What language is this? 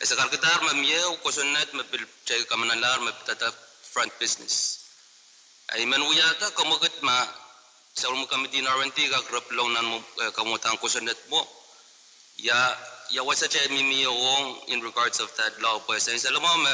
Pohnpeian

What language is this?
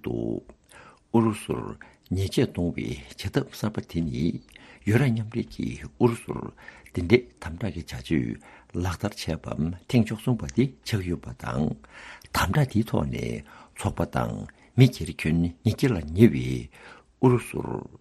Tibetan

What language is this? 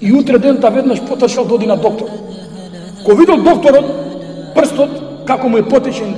Macedonian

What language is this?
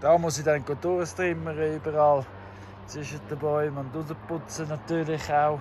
Swiss German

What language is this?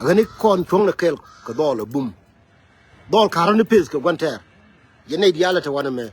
Nuer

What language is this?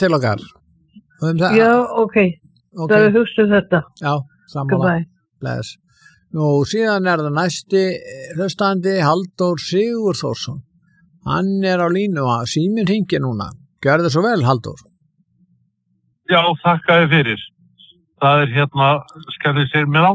Icelandic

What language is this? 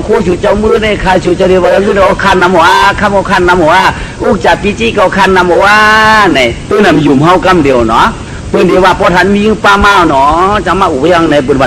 Shan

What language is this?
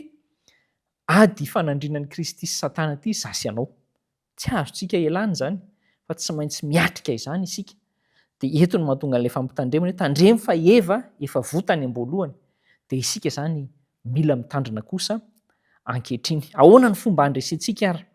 Malagasy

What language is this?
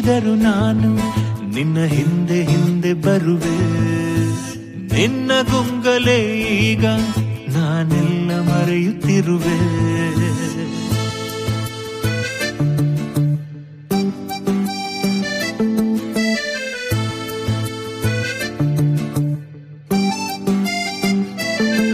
Kannada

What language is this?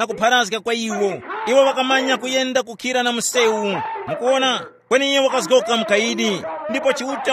Tumbuka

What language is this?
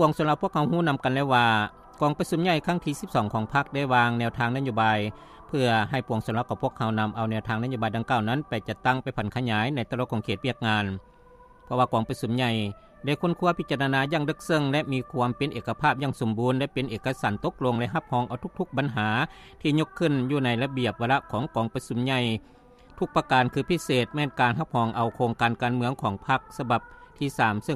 Lao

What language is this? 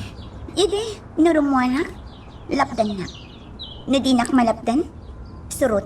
Iloko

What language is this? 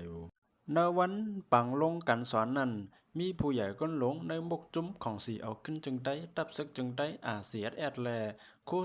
Shan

